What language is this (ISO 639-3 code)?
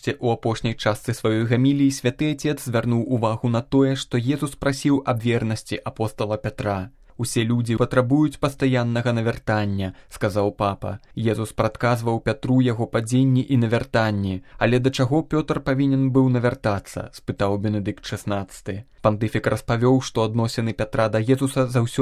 bel